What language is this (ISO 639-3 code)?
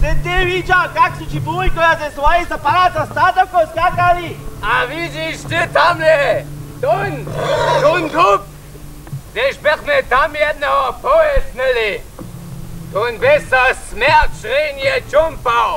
hsb